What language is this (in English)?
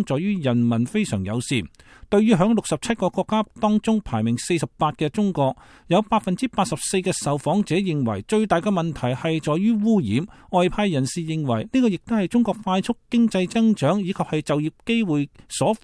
Cantonese